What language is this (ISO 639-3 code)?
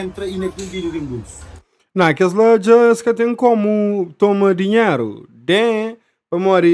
kea